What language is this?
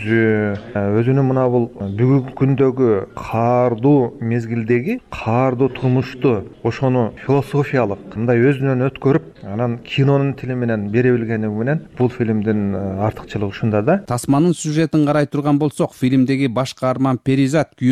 Kyrgyz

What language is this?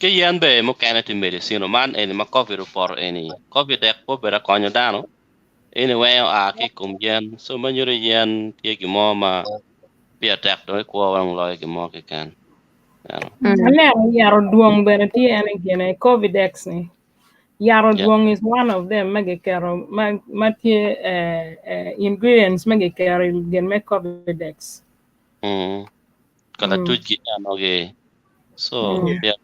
Acoli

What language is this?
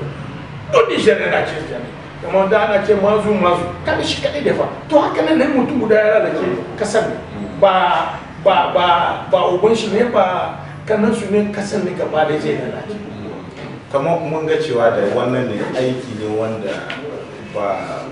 Hausa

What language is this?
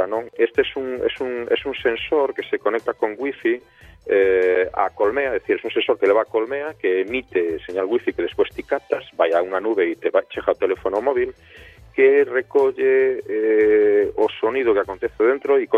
Galician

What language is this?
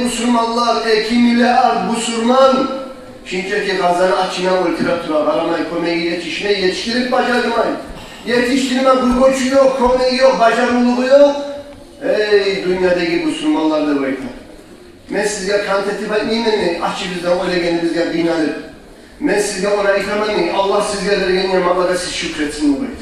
Kumyk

